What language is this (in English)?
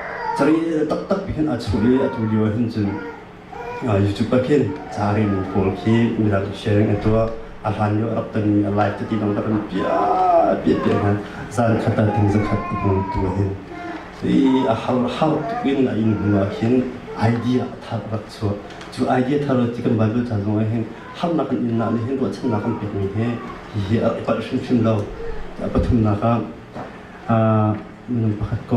Hakha Chin